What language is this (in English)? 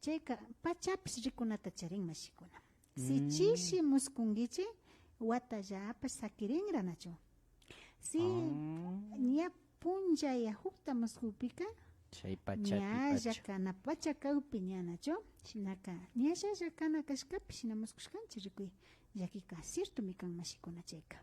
Imbabura Highland Quichua